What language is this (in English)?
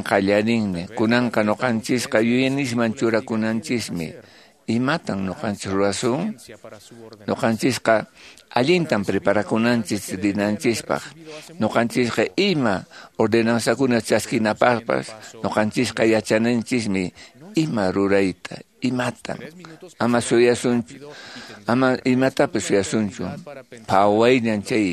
Quechua